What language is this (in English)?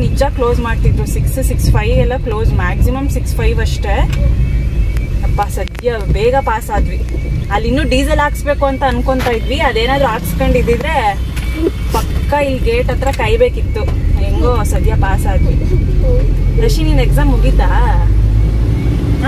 Kannada